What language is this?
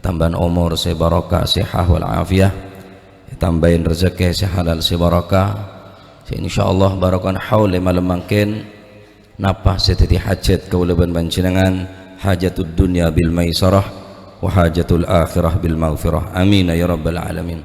Madurese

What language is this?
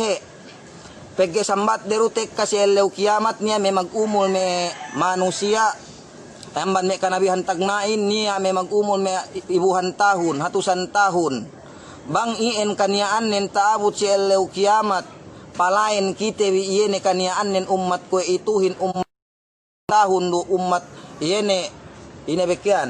Yakan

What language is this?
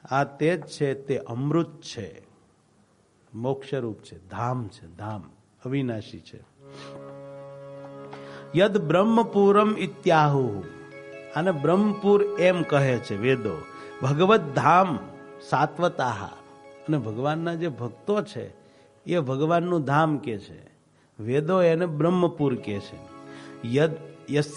Gujarati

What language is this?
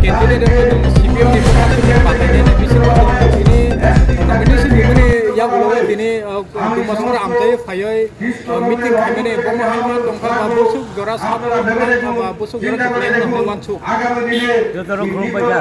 Kok Borok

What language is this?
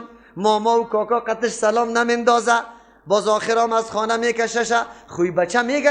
Persian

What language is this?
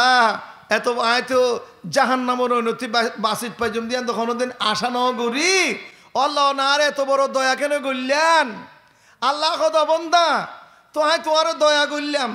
Rohingya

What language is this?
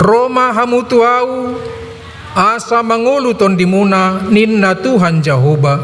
Batak Toba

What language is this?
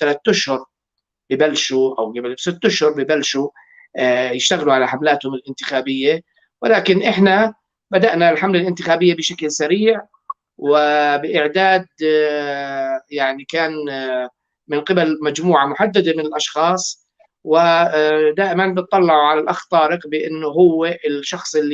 North Levantine Arabic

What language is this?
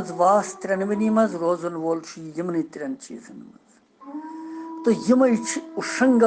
Kashmiri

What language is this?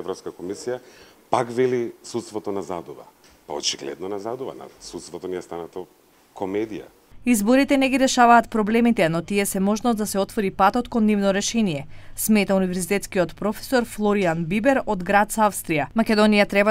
Macedonian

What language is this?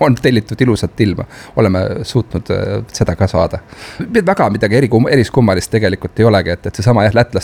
Estonian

